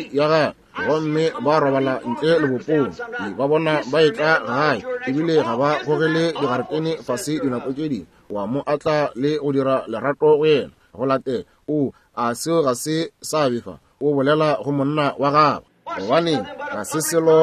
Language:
Northern Sotho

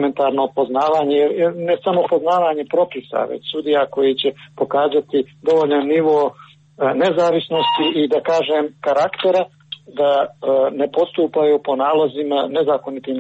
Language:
Croatian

